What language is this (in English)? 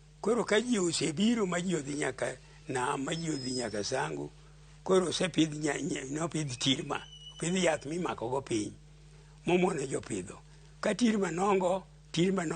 Luo (Kenya and Tanzania)